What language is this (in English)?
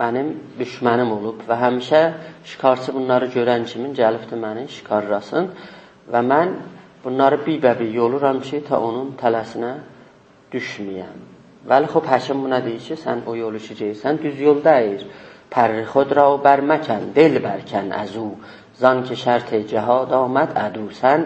South Azerbaijani